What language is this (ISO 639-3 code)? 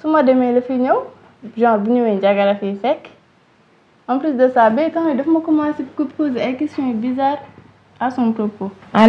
wol